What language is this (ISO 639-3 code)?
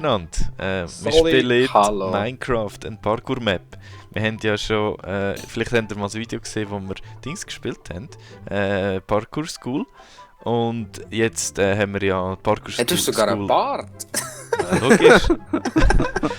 gsw